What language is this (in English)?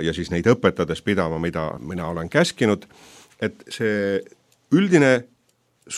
Estonian